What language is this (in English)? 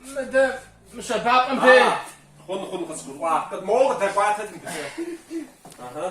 Kabardian